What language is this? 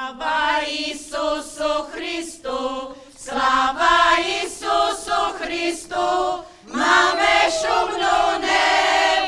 Rusyn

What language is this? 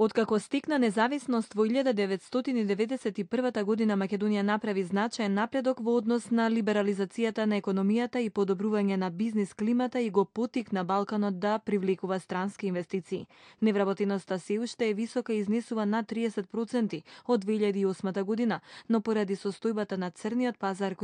Macedonian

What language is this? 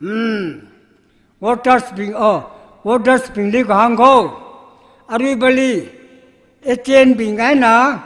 Tangkhul Naga (India)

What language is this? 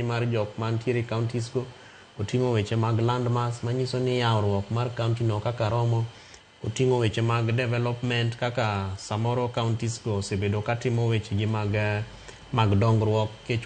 Luo (Kenya and Tanzania)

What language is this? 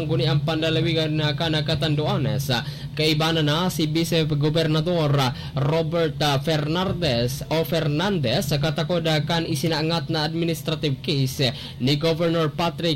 Bikol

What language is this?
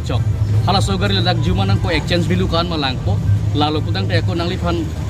Karbi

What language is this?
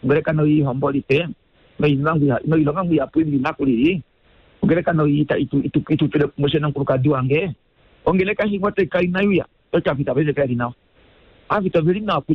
Kuanyama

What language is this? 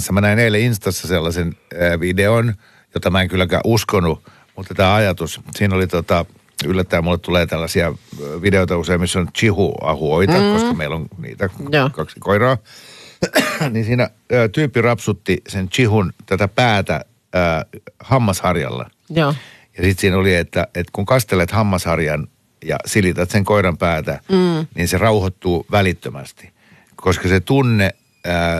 Finnish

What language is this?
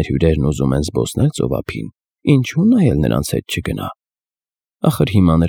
Armenian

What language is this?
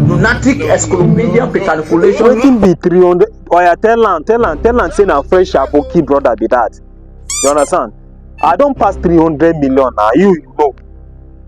Nigerian Pidgin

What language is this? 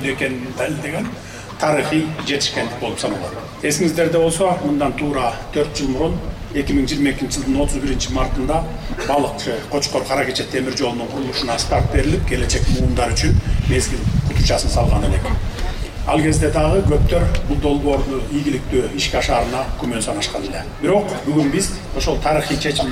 Kyrgyz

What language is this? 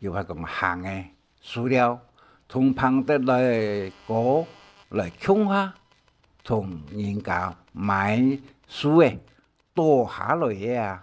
Hakka Chinese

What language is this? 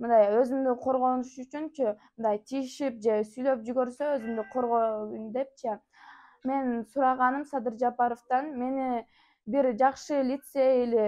Kyrgyz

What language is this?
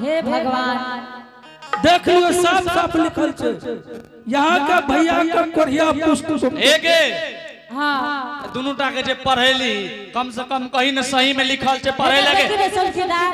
Angika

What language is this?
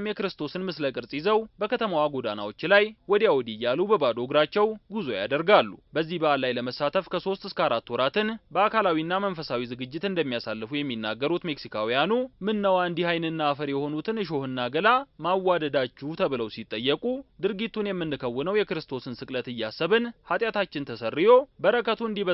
Amharic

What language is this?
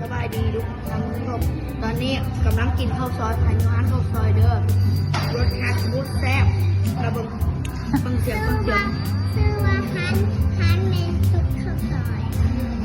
Lao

